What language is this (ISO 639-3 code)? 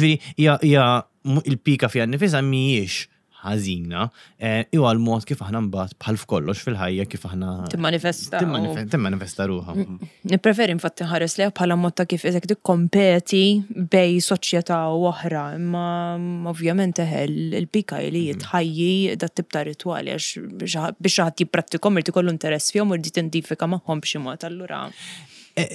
mlt